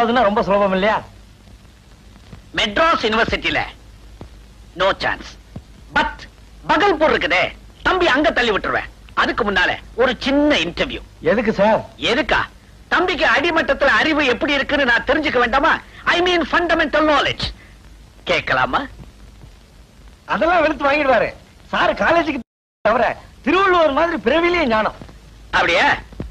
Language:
Tamil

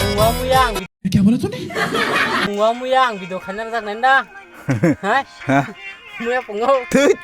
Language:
Kok Borok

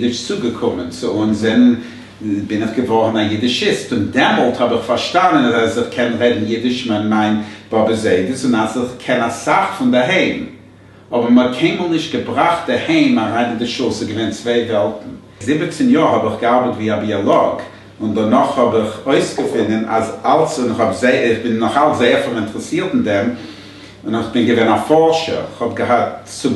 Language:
Yiddish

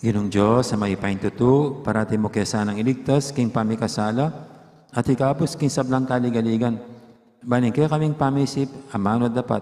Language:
Pampanga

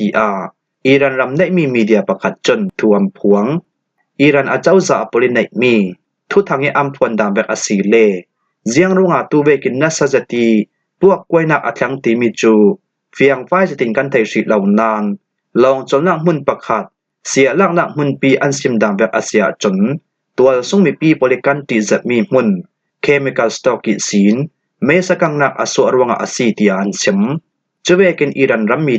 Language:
Falam Chin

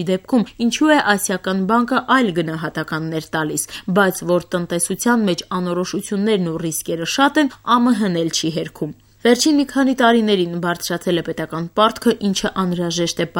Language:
Armenian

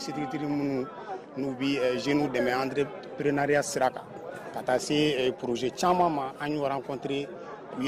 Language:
Bambara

